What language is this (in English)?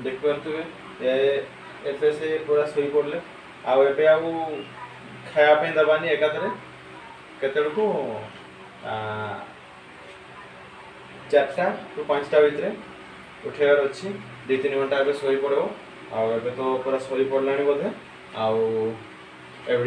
Odia